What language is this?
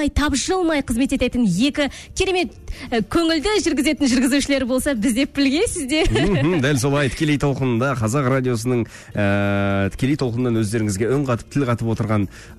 Kazakh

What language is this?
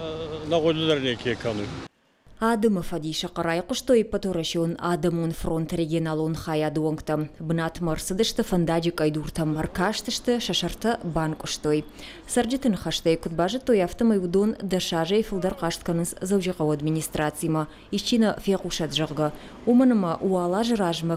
Ossetic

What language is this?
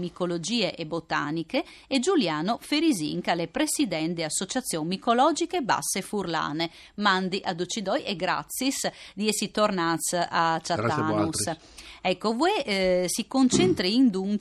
Friulian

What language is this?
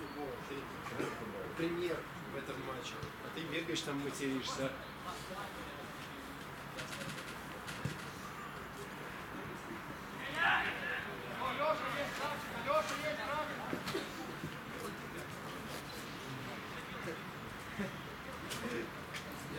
Russian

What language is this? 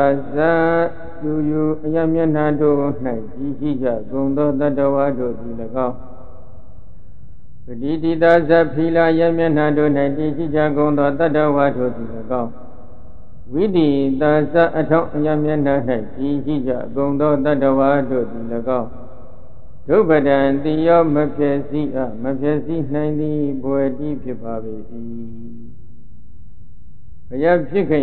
Burmese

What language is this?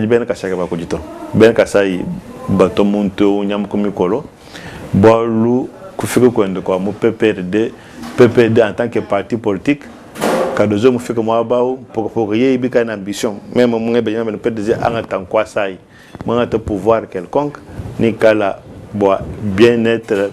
Luba-Lulua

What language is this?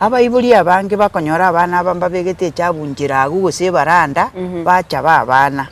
Gusii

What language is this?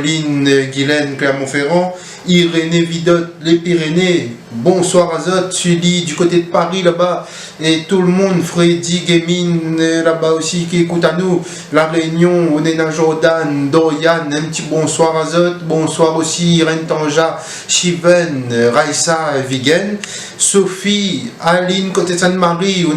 Réunion Creole French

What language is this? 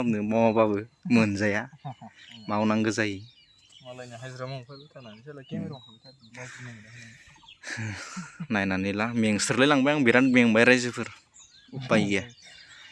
Bodo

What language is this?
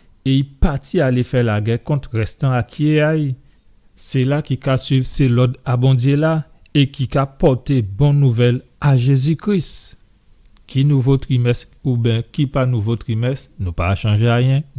Guadeloupean Creole French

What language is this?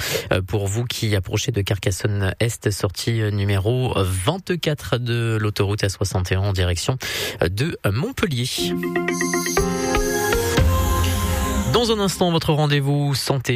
French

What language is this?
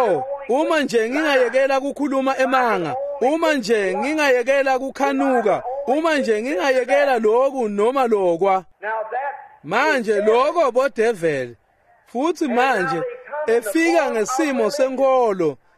Swati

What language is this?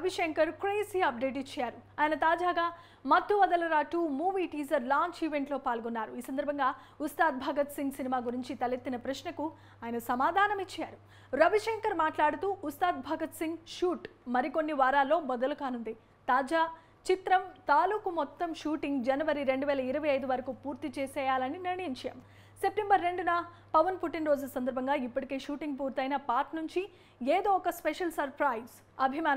Telugu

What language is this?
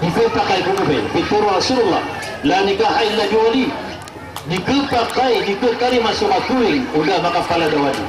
Maranao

